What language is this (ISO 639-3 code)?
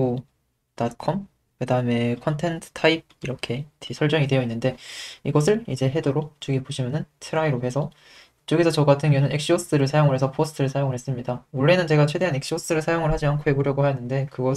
kor